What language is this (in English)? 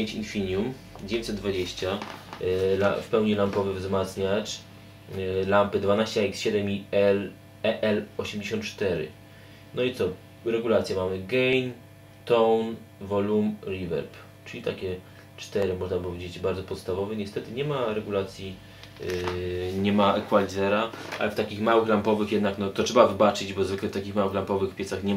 Polish